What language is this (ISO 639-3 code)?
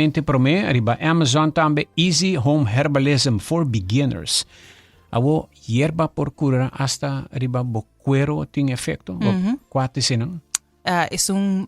pap